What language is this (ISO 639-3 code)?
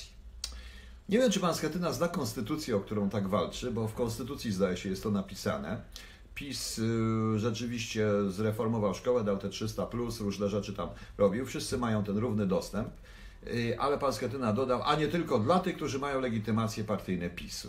pol